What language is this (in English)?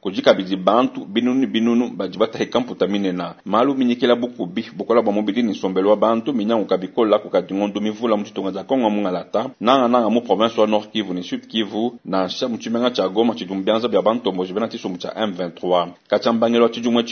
Luba-Lulua